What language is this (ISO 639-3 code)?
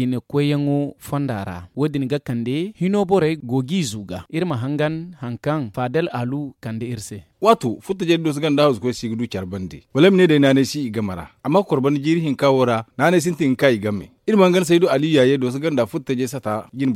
dje